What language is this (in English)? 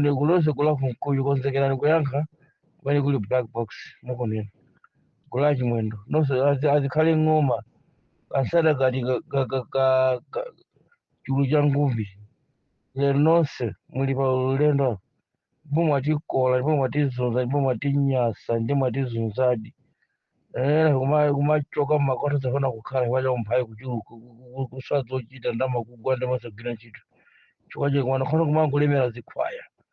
Nyanja